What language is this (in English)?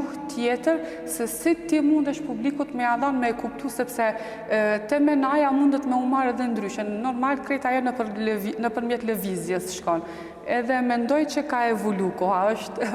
Albanian